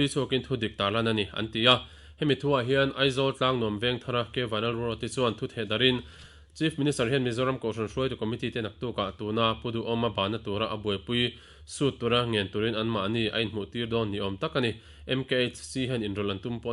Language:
Mizo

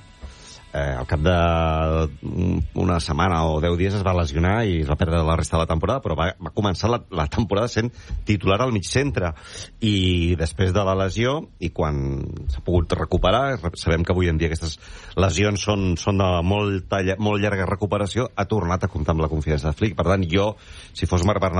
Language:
Catalan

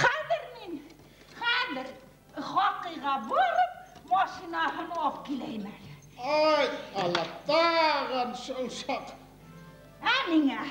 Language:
Bashkir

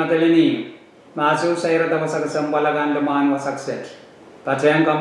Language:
Pohnpeian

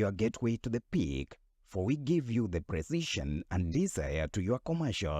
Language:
Luo (Kenya and Tanzania)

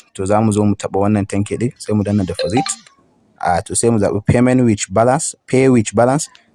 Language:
Hausa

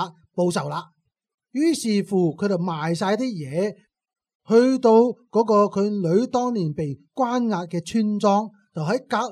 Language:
Cantonese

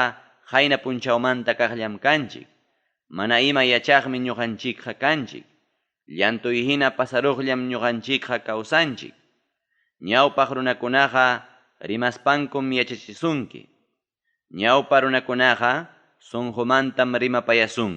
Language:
Ayacucho Quechua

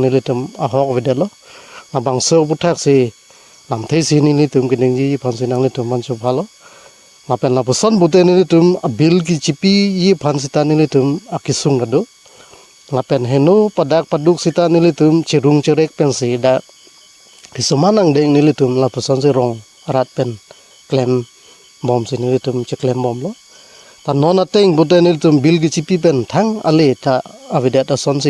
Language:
Karbi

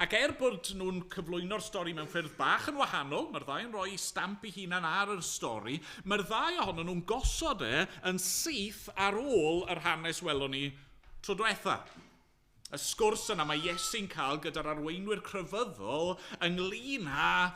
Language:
Welsh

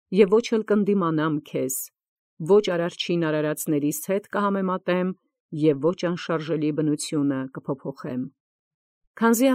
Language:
Armenian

